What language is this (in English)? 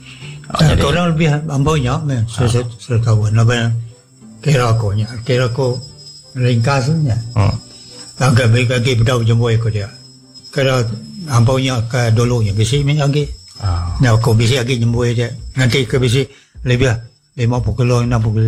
Iban